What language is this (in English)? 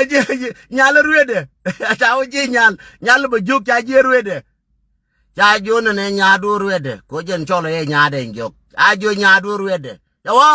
Nuer